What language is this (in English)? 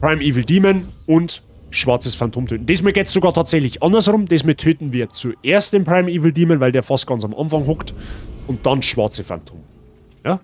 Bavarian